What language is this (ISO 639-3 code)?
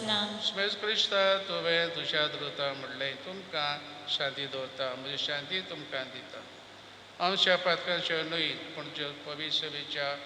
kok